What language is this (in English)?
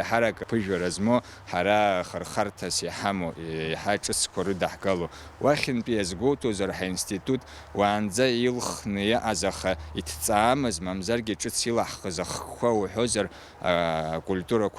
Abkhazian